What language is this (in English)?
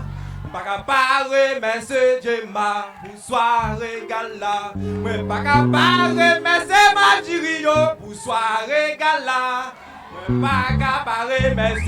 Haitian Creole